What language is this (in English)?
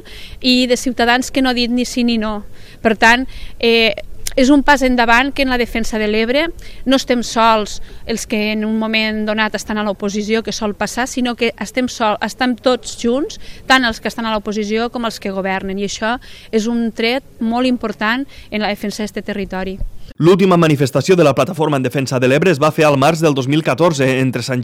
Catalan